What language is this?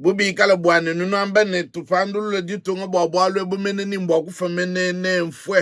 Luba-Lulua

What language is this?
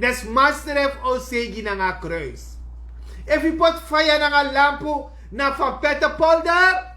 Sranan Tongo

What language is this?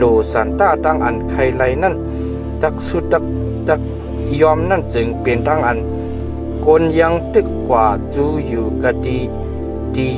Shan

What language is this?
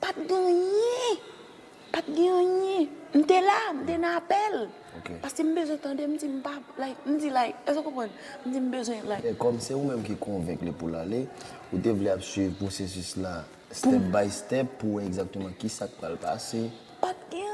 Haitian Creole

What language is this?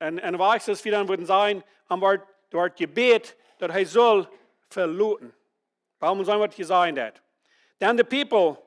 Plautdietsch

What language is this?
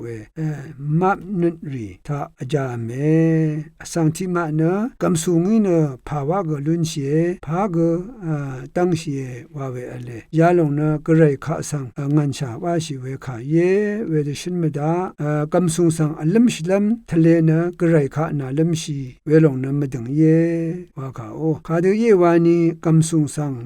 Rawang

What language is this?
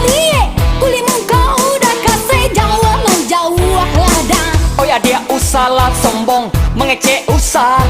Minangkabau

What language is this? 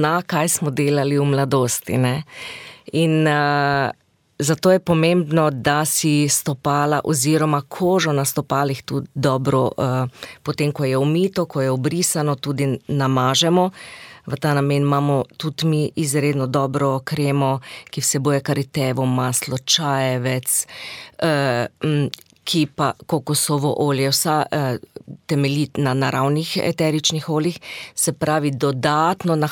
Slovenian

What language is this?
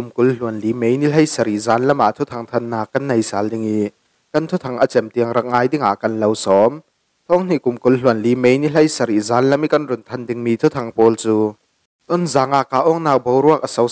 Falam Chin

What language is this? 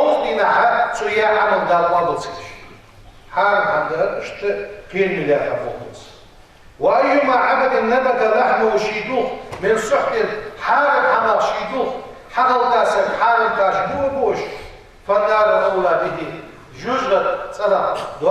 Ingush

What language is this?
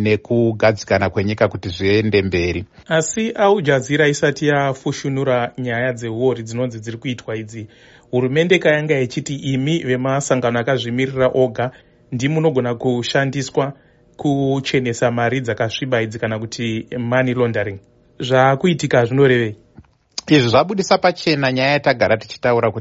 Shona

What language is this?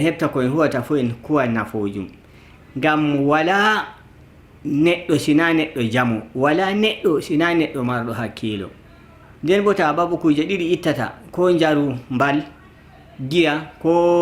Nigerian Fulfulde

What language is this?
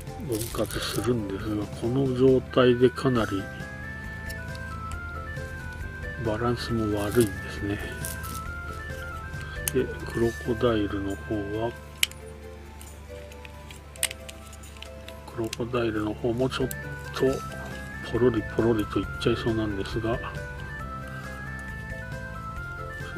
Japanese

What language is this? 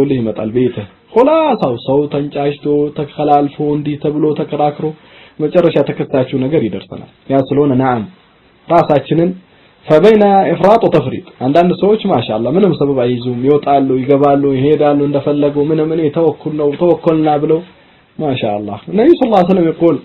Amharic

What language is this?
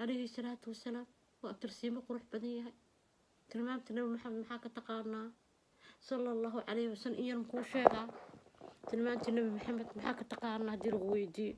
Somali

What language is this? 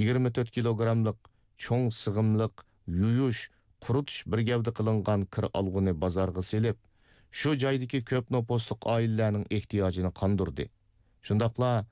Uyghur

